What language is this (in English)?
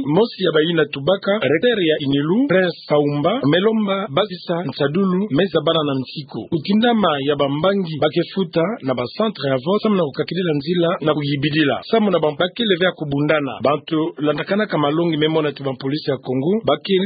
Kituba (Democratic Republic of Congo)